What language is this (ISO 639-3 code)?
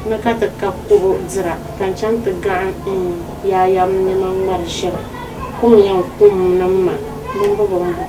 dag